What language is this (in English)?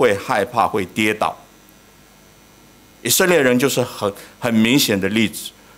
Chinese